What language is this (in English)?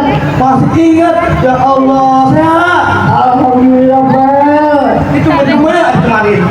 Betawi